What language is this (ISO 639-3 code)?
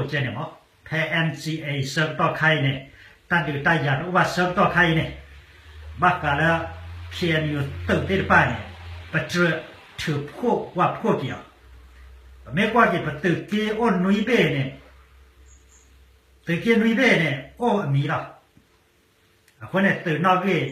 ksw